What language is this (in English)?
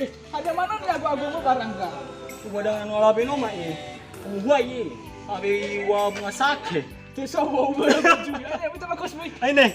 Nias